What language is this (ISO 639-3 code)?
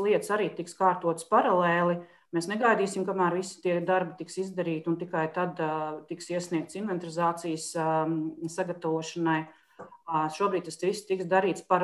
lav